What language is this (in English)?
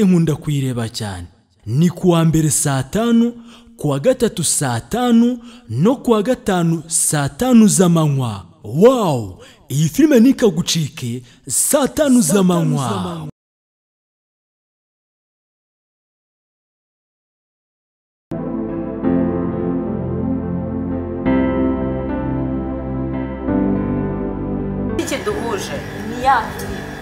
Kinyarwanda